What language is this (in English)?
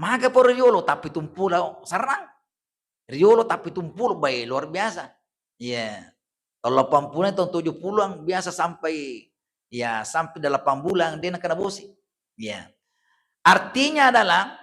Buginese